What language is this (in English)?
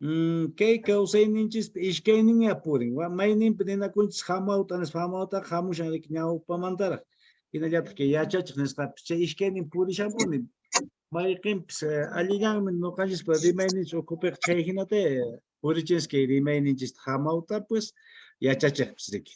Quechua